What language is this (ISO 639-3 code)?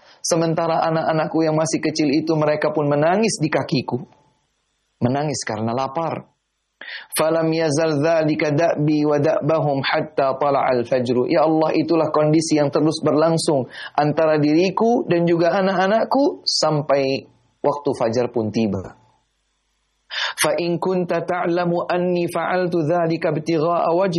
ind